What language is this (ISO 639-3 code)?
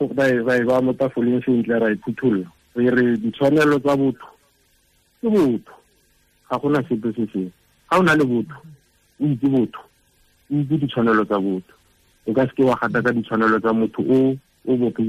tsn